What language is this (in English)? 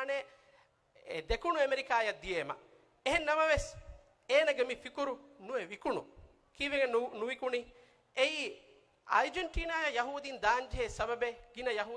Divehi